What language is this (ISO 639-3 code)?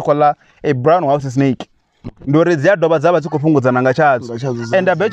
ven